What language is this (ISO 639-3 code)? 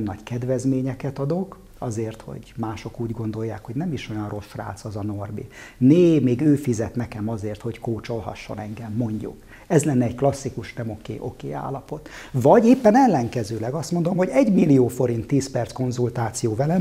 hun